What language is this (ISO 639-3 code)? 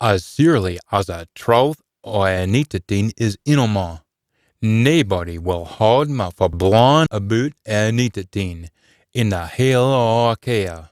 sco